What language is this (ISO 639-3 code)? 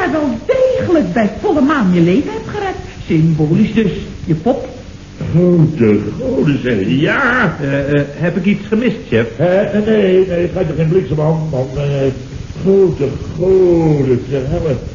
nld